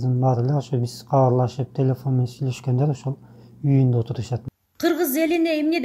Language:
Kyrgyz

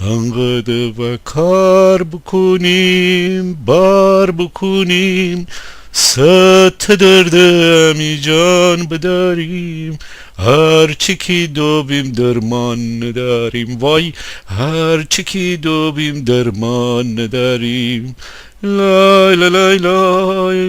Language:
Gilaki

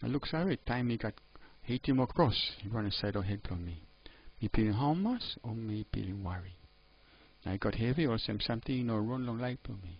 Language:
Tok Pisin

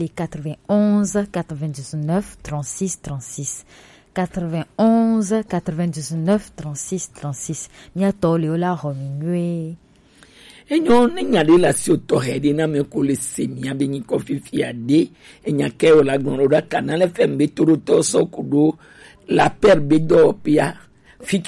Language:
Gen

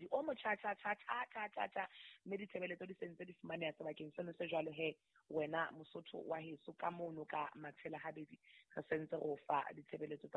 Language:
Southern Sotho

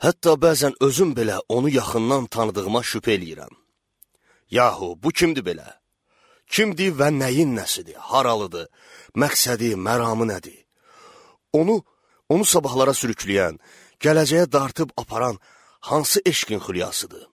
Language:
Azerbaijani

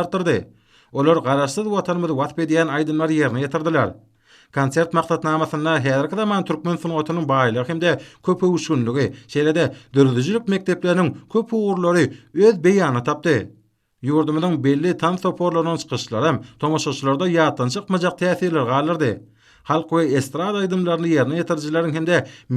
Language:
Turkmen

